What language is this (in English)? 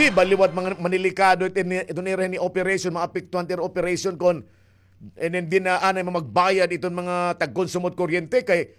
Waray